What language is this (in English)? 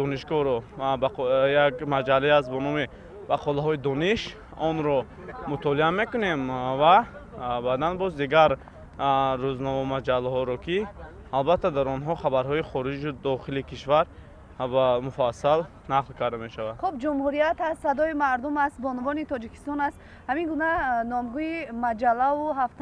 Tajik